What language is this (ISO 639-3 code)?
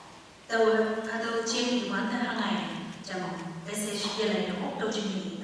nbe